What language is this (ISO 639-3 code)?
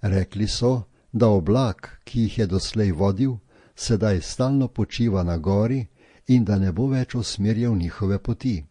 slv